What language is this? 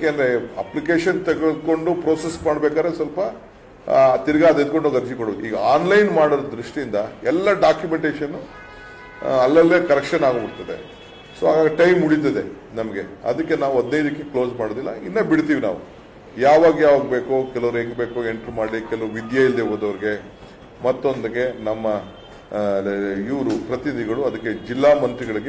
Kannada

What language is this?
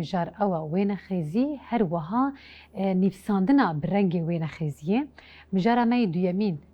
Kurdish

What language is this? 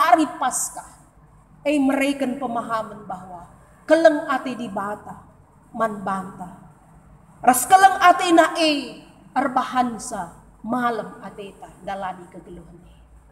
Batak Karo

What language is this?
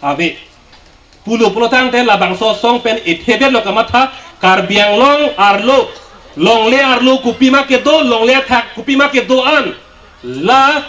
Karbi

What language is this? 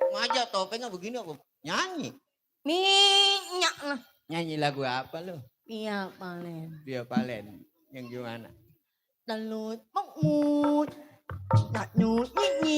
Betawi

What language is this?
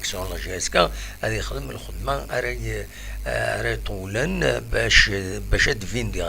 Kabyle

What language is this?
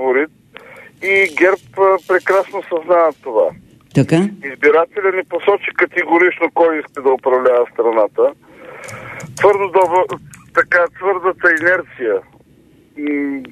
Bulgarian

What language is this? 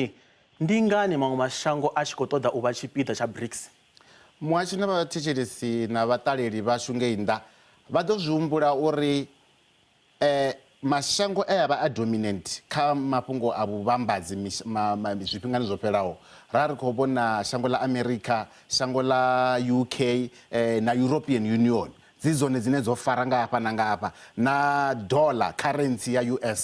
Venda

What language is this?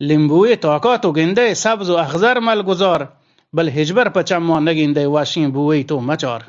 Eastern Balochi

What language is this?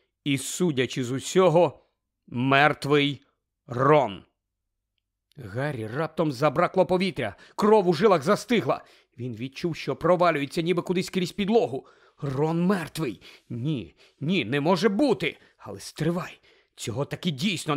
Ukrainian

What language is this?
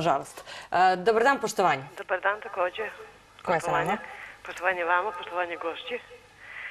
Serbian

